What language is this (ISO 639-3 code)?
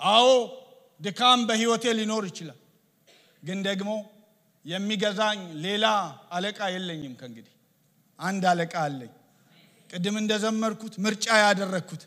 amh